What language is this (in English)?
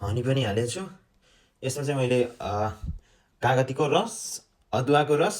Nepali